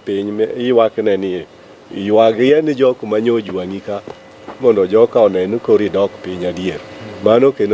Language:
Luo (Kenya and Tanzania)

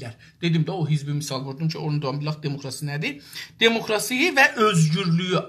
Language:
South Azerbaijani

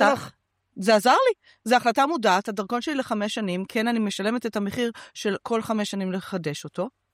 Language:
Hebrew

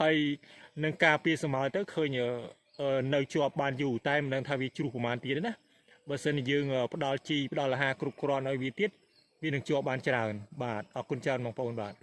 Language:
Khmer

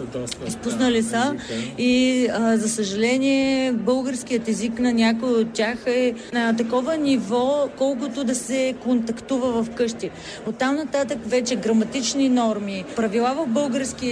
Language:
Bulgarian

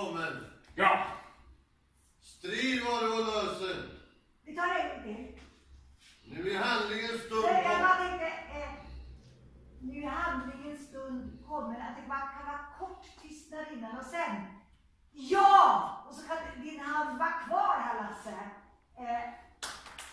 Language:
Swedish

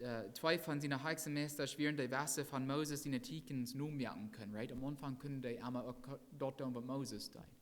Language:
Plautdietsch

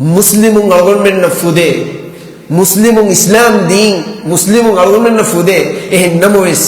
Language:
Divehi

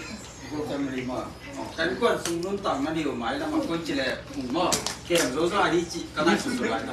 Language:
Tedim Chin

